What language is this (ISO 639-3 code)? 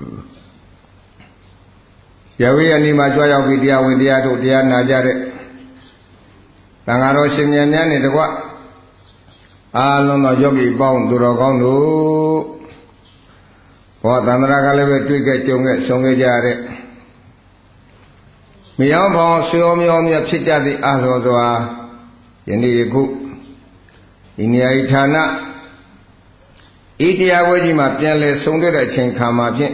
mya